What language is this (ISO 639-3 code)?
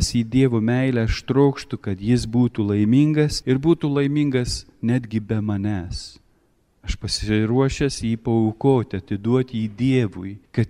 lit